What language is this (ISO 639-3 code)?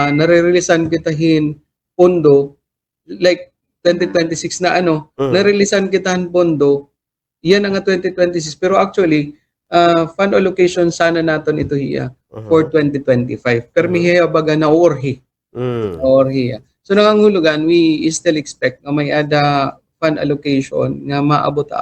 war